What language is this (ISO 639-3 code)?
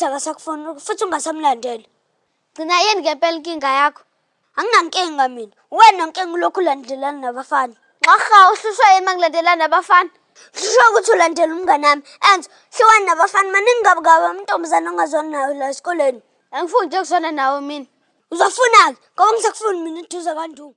zul